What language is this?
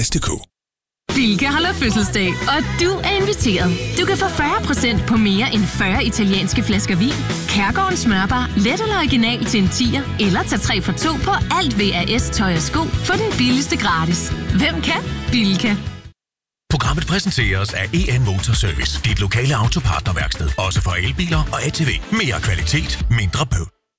Danish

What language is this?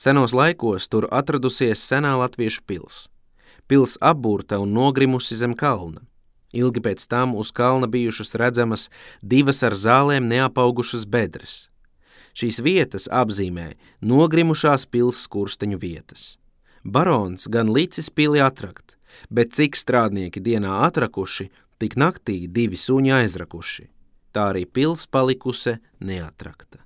Latvian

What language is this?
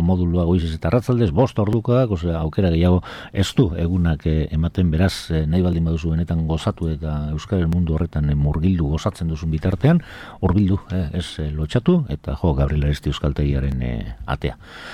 Basque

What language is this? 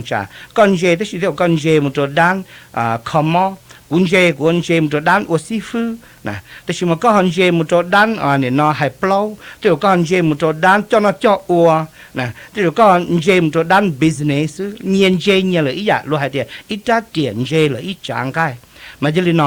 Hmong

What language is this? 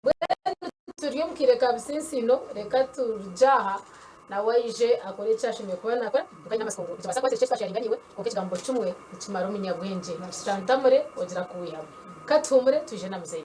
Nyankole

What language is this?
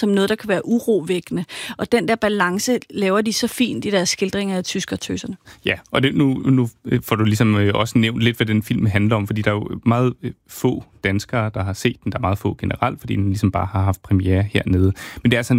Danish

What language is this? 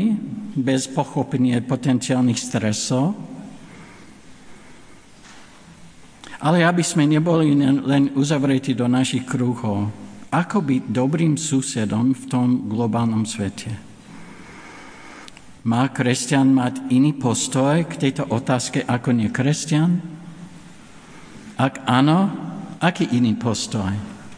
Slovak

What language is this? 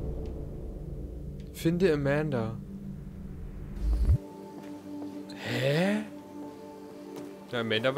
German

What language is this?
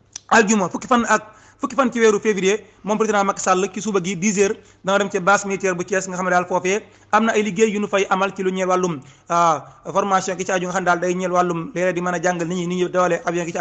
Wolof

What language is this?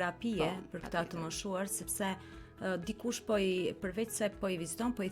Albanian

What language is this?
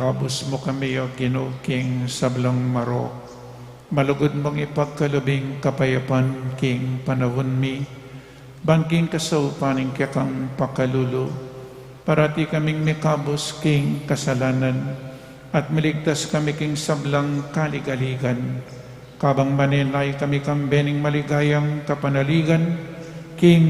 Pampanga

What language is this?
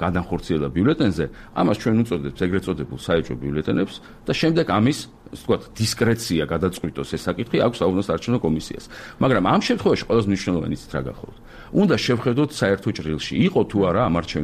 Georgian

